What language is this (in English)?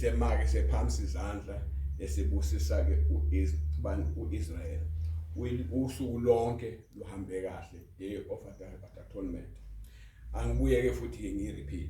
Zulu